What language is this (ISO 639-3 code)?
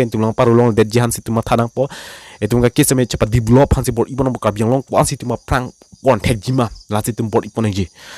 mjw